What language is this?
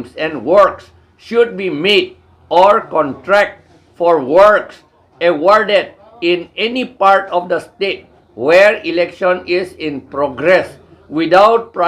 Karbi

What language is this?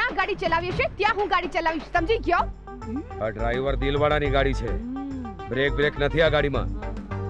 Gujarati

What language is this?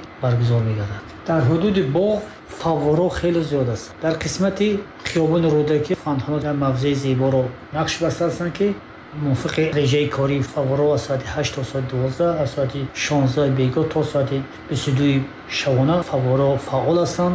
Tajik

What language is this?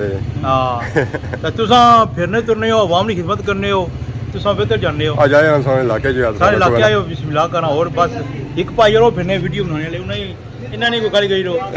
Pahari-Potwari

